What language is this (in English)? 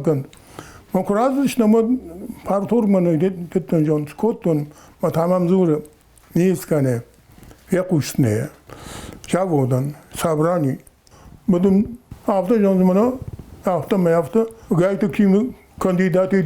Ossetic